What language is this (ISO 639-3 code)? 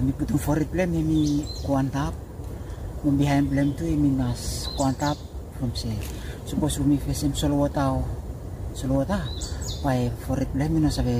bis